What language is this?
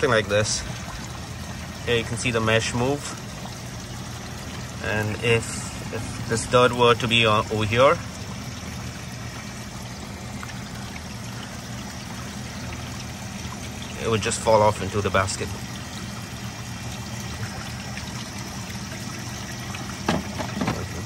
English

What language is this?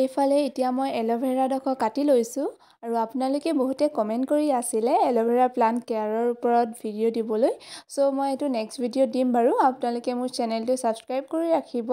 Assamese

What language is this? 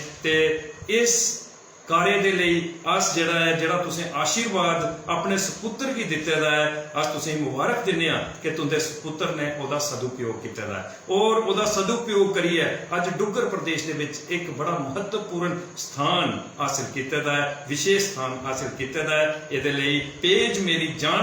Dogri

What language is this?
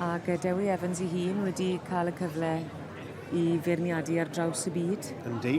Welsh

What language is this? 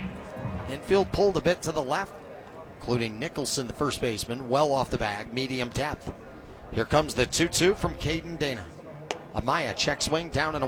English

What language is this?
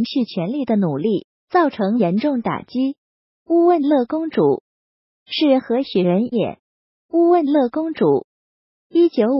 Chinese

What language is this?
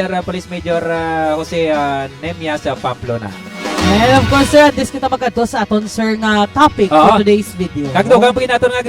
Hiligaynon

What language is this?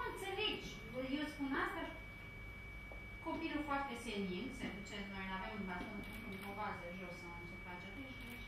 Romanian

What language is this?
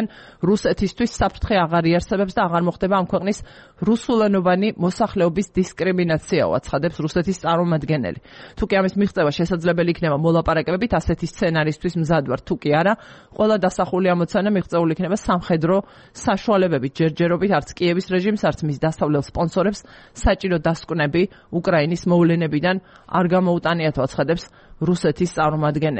Georgian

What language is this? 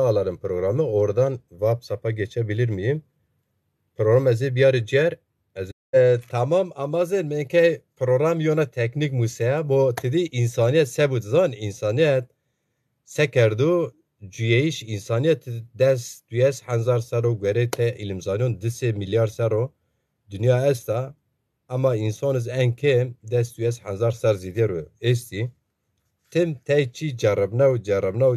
Zaza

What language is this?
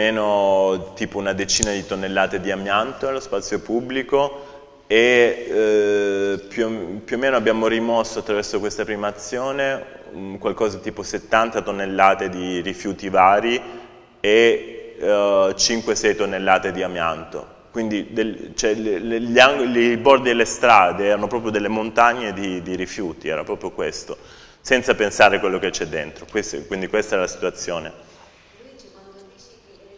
Italian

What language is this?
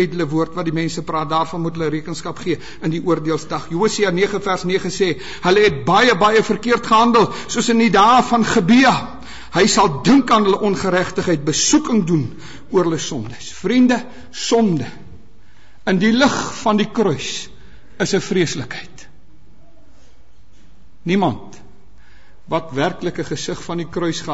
Afrikaans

